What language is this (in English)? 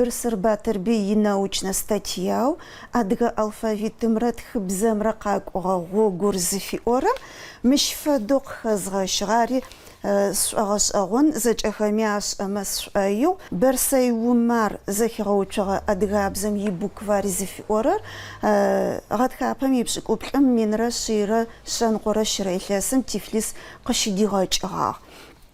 Adyghe